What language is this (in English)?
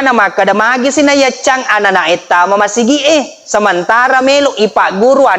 Buginese